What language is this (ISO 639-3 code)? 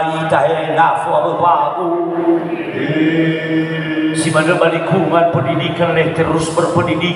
nia